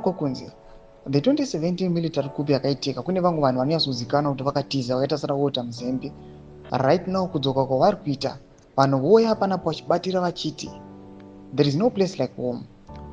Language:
Shona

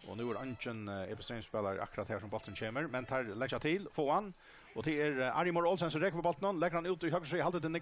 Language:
Faroese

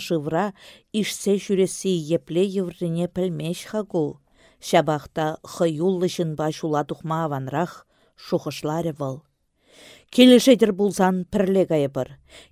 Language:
Chuvash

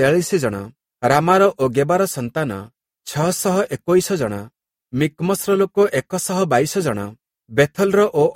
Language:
Odia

